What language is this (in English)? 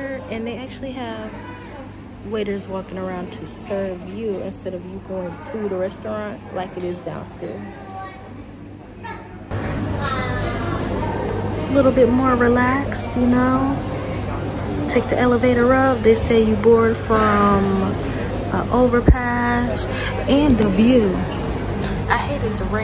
English